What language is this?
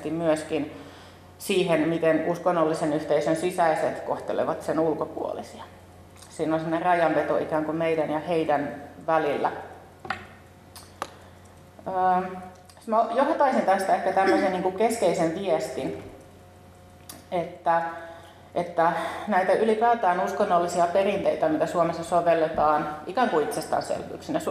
Finnish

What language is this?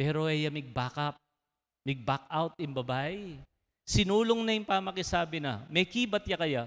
Pampanga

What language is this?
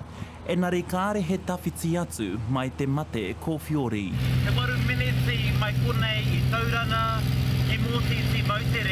Māori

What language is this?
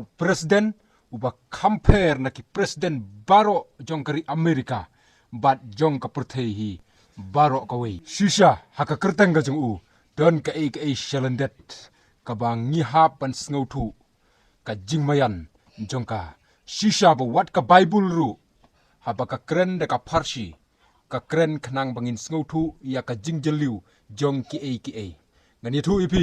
Khasi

